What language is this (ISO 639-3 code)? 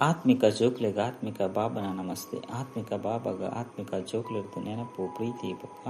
tcy